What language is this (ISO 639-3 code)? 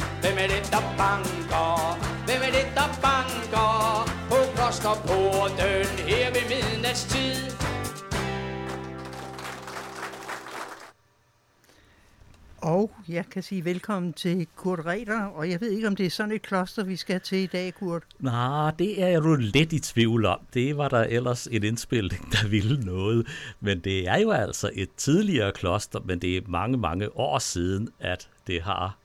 dan